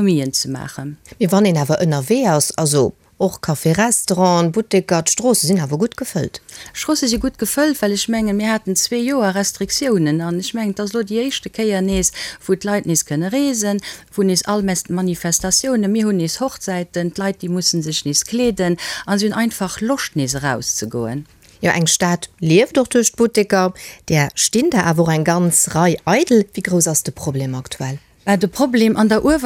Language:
Luxembourgish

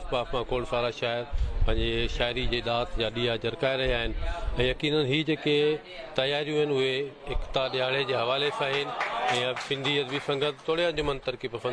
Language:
Sindhi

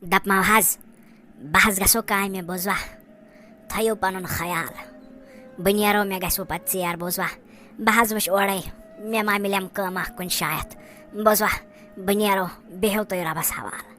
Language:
Kashmiri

